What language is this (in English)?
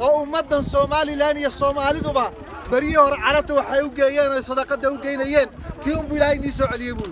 Somali